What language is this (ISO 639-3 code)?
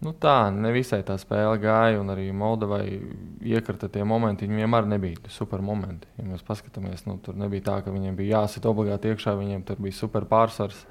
lav